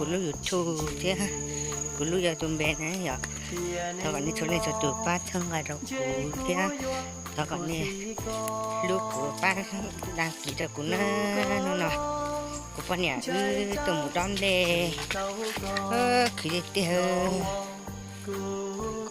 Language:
Hmong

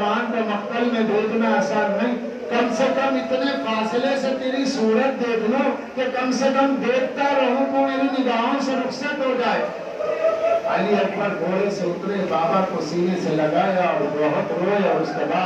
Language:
Urdu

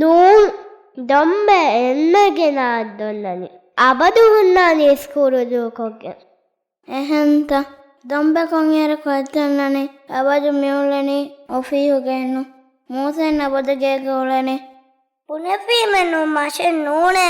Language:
Divehi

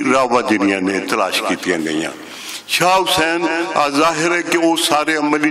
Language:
Western Panjabi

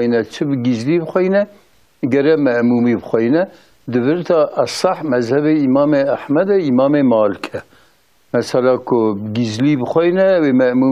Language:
Kurdish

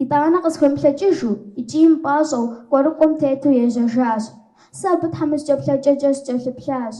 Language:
Kabardian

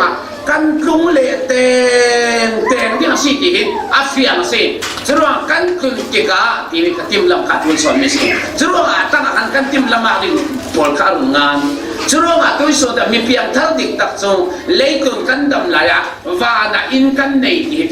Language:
Falam Chin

